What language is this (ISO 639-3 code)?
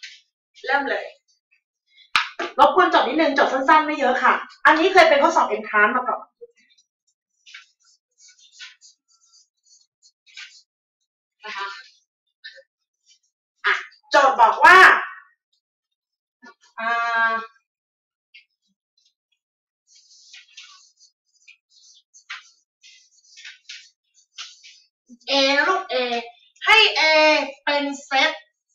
tha